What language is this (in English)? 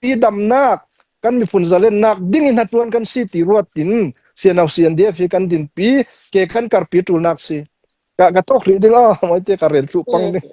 Hakha Chin